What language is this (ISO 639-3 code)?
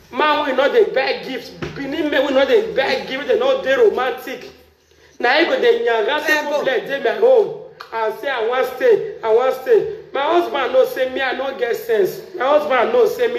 pcm